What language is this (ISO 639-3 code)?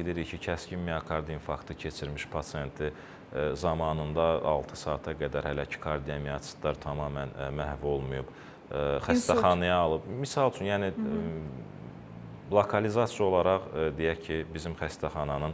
aze